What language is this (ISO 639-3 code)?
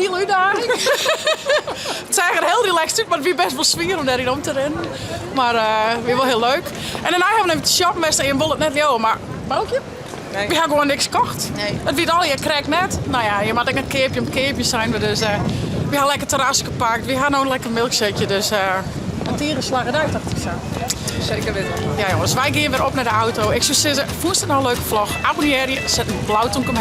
fry